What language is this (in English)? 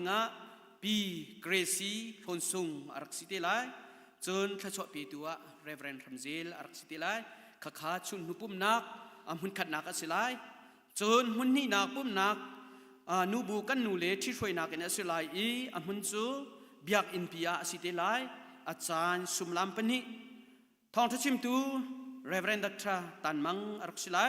Hakha Chin